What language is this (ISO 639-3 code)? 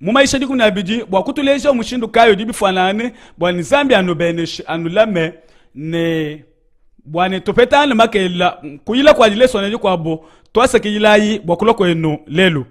lua